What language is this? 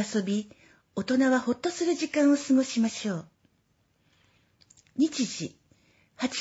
Japanese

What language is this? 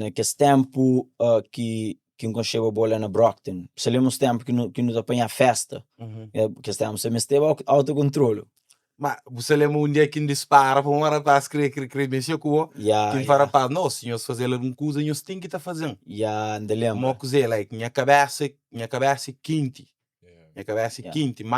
Kabuverdianu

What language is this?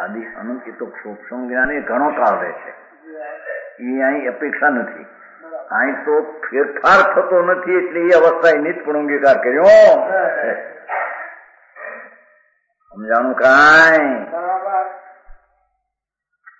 Gujarati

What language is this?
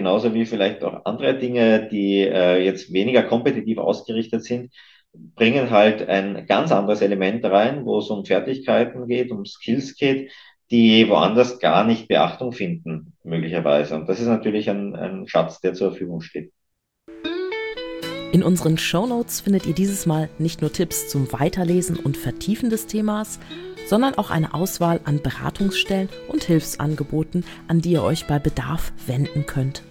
German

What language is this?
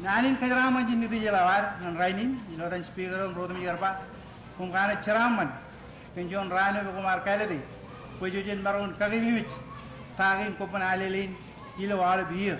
Marshallese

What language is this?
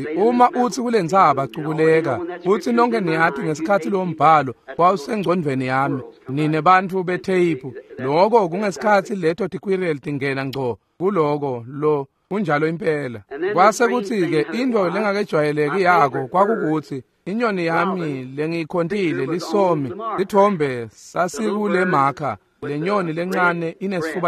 Swati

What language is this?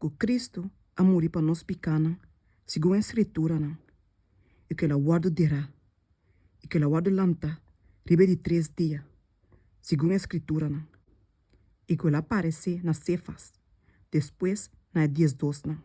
Papiamento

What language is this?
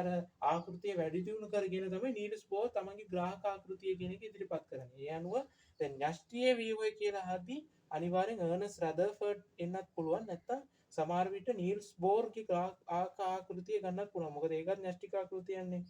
Sinhala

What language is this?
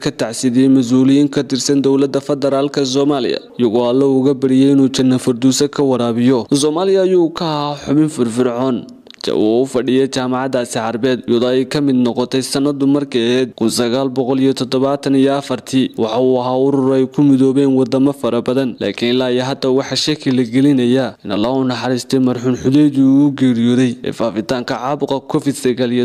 Somali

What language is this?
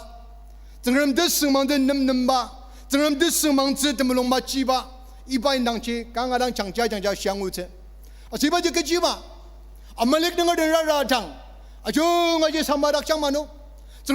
Ao Naga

